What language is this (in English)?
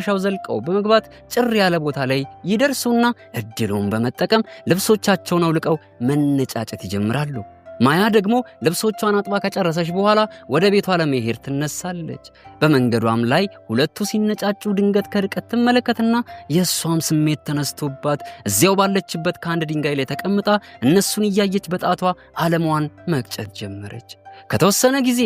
Amharic